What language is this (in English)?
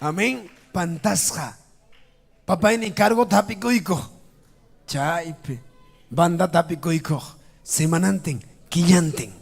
Ayacucho Quechua